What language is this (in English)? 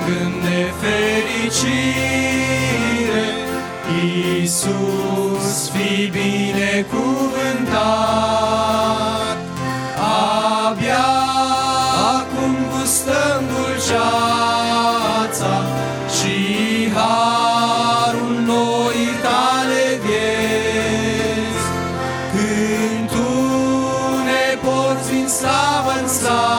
Romanian